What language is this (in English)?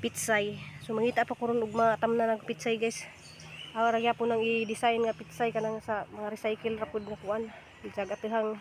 Cebuano